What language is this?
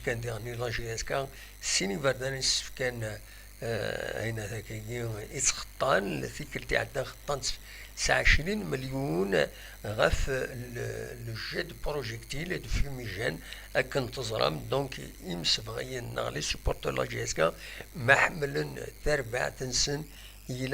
Kabyle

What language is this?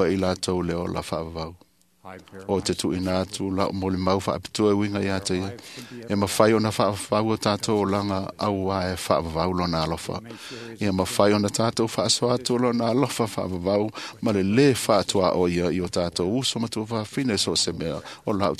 Samoan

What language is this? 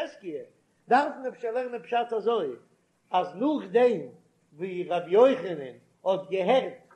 Yiddish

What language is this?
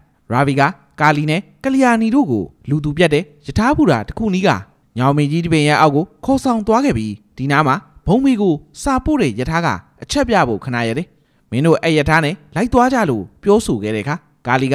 Burmese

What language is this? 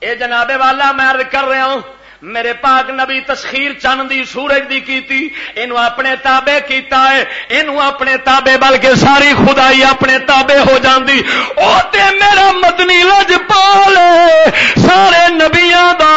Western Panjabi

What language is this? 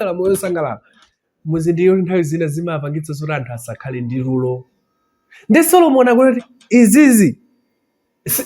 Nyanja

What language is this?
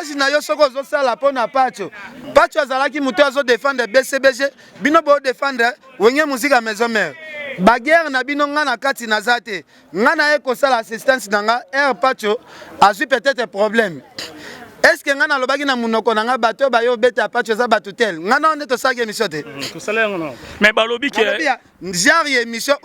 Lingala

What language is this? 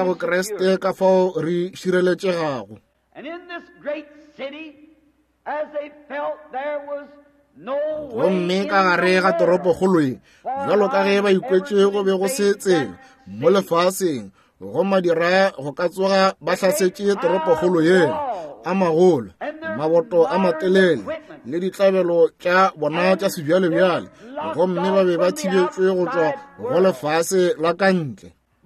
Northern Sotho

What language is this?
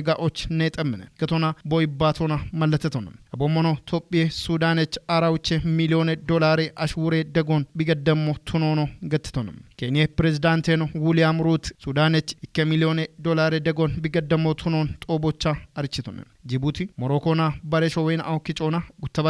Kafa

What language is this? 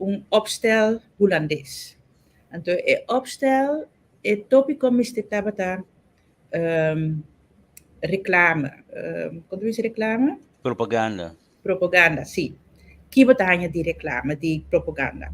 Papiamento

